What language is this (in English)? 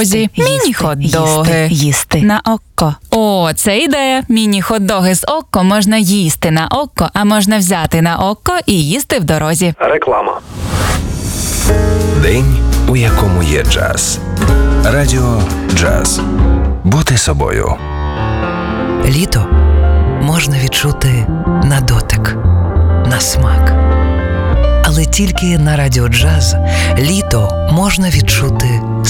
Ukrainian